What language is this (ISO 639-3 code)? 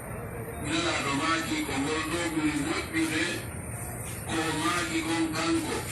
fuf